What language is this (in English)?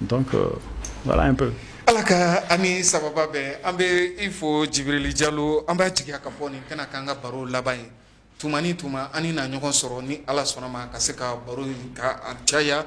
Bambara